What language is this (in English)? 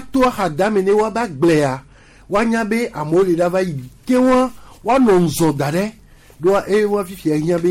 Gen